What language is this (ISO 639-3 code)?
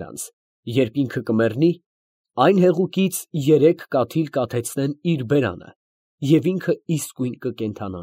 hye